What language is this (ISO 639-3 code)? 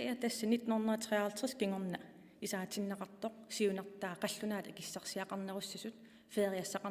kal